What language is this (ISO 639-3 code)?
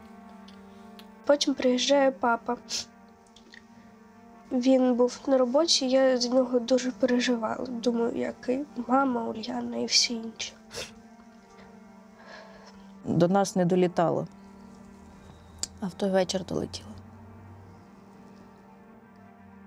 ukr